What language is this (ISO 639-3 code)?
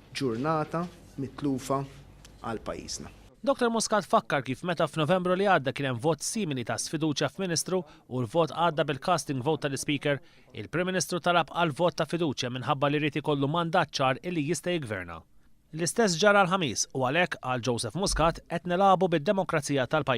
mlt